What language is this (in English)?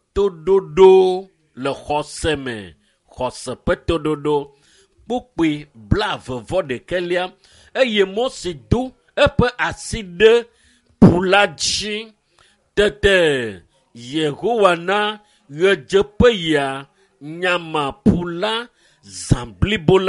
Ewe